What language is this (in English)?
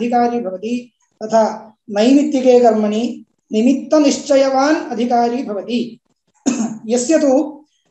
Sanskrit